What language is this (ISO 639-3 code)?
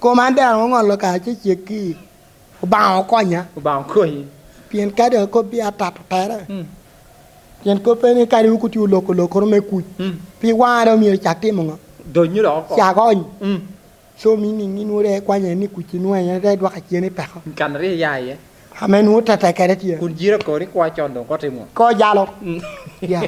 laj